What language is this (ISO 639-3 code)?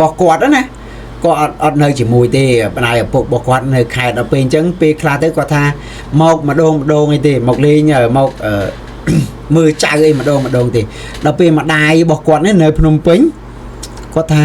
khm